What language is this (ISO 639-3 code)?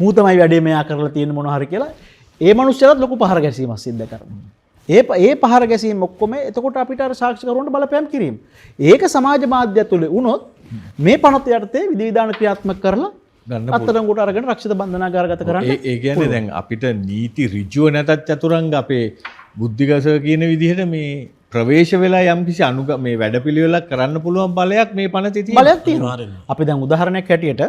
sin